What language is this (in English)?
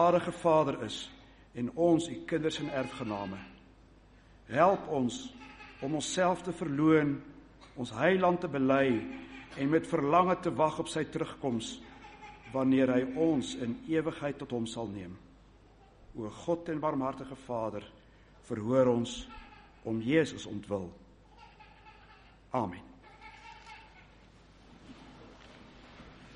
Afrikaans